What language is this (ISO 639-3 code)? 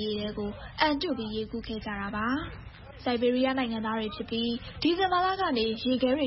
mya